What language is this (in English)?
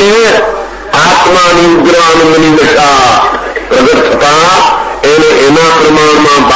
Gujarati